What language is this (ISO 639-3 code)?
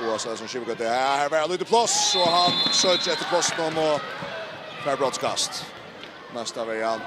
fao